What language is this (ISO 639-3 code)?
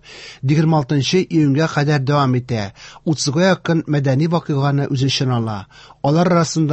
tat